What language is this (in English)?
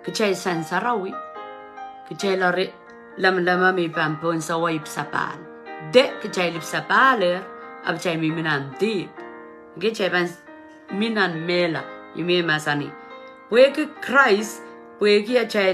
Pohnpeian